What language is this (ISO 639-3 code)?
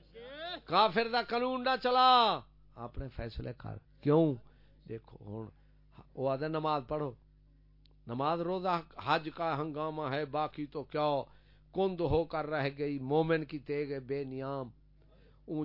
skr